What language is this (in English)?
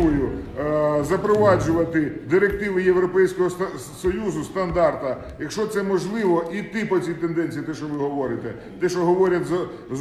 Ukrainian